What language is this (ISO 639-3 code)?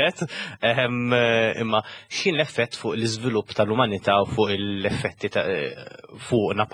mlt